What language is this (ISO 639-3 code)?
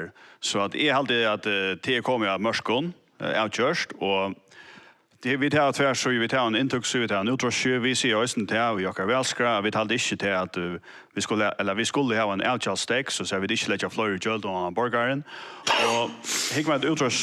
fao